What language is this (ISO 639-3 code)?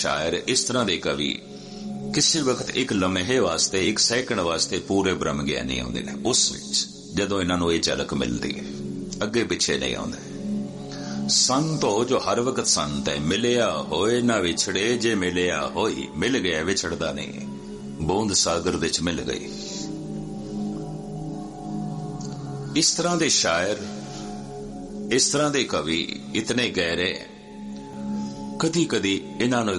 pan